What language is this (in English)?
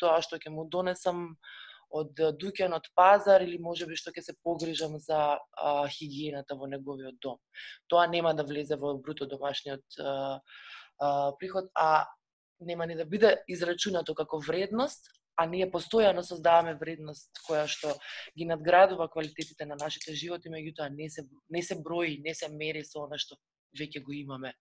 Macedonian